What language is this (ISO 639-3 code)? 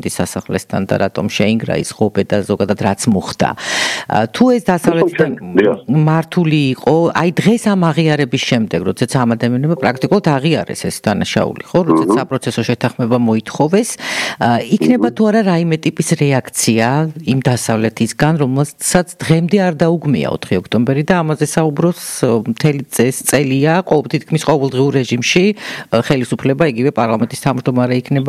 kat